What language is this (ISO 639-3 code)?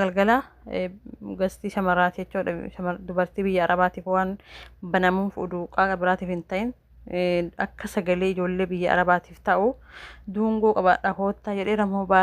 orm